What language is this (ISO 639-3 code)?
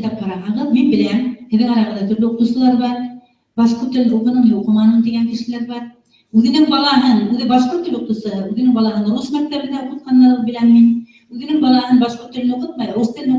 bak